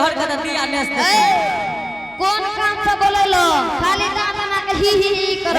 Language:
Angika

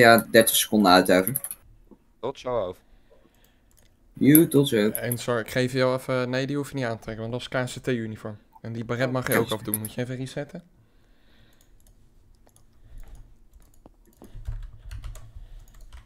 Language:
Dutch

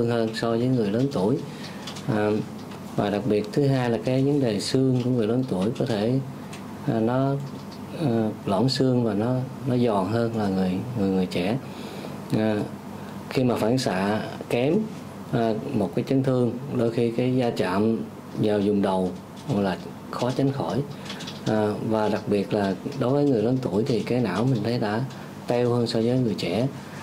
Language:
Vietnamese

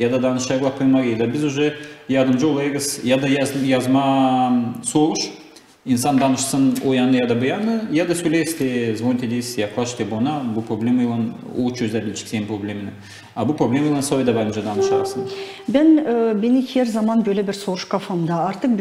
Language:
Gagauz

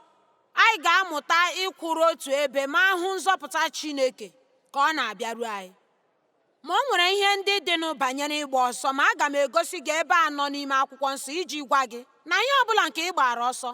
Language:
Igbo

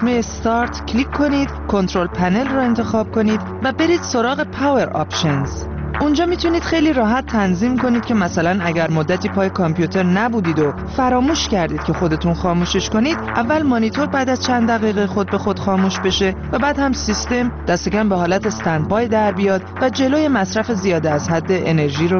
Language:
Persian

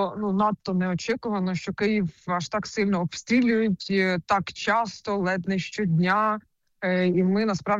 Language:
Ukrainian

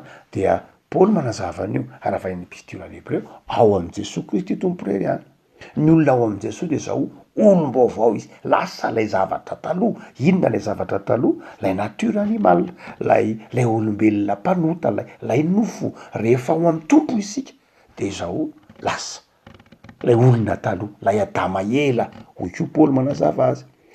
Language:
Malagasy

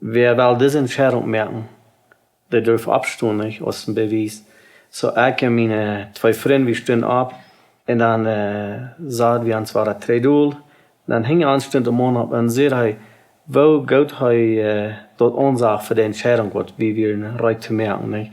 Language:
Plautdietsch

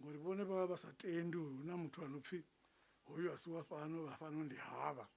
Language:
Venda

